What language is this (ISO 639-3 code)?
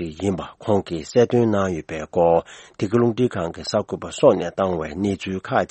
bod